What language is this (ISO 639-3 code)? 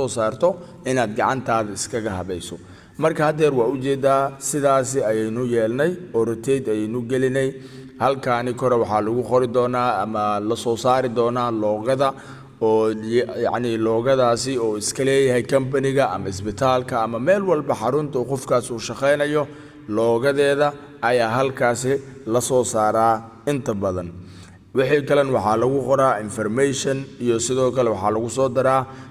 som